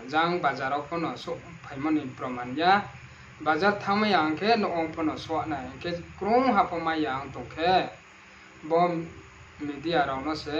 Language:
Riang (India)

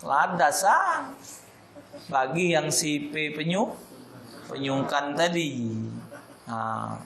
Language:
Musi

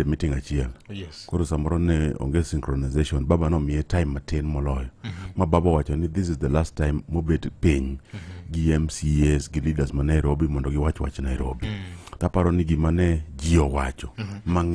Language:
Luo (Kenya and Tanzania)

